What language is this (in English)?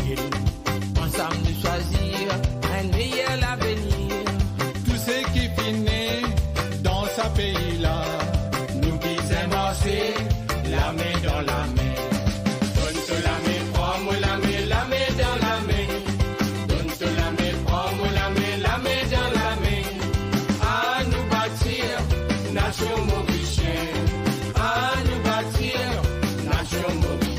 Morisyen